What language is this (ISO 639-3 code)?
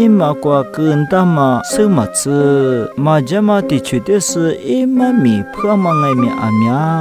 lis